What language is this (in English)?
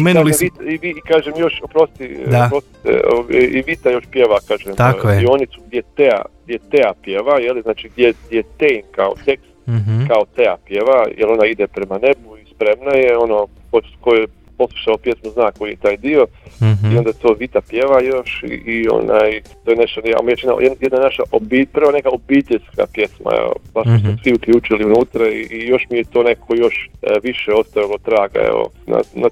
Croatian